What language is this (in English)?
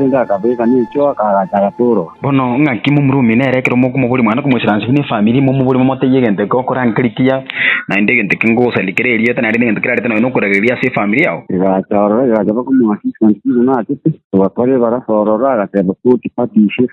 Gusii